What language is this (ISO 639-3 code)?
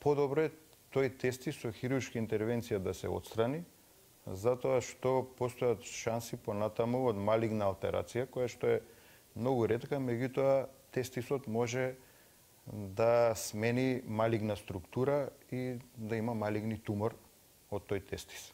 mkd